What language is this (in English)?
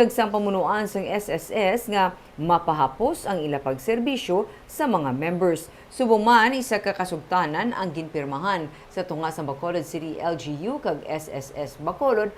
Hiligaynon